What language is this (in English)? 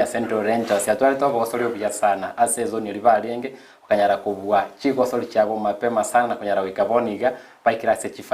Gusii